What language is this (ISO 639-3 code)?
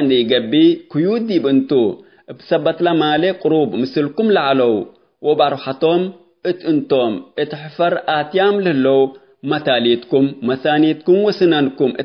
tig